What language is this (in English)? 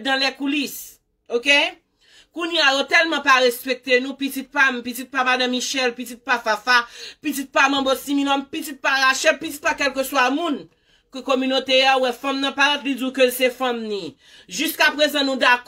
Haitian Creole